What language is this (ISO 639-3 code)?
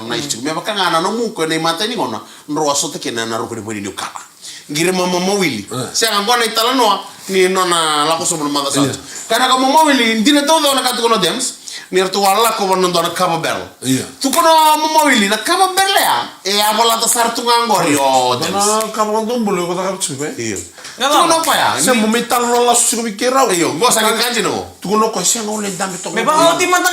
fij